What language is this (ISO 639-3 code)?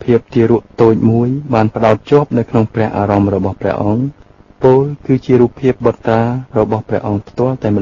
khm